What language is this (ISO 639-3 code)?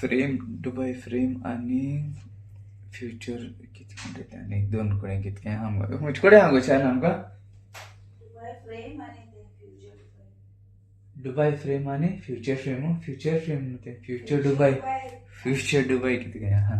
kok